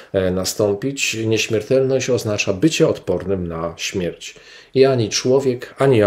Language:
Polish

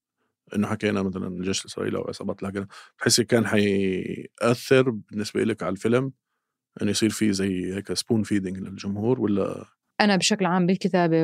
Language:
North Levantine Arabic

